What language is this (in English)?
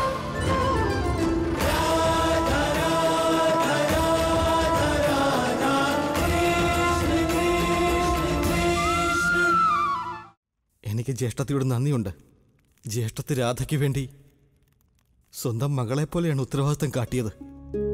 Malayalam